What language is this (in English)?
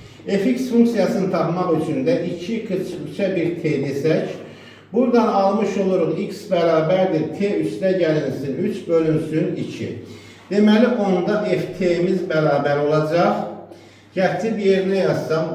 Azerbaijani